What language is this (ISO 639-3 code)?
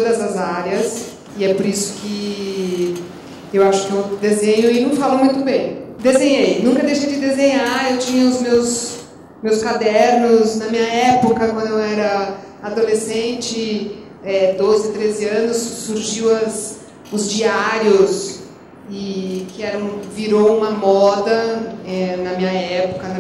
por